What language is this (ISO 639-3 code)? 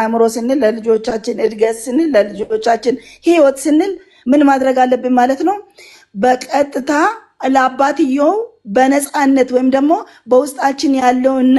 amh